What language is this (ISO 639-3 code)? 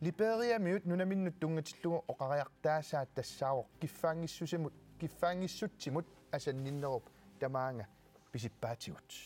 kal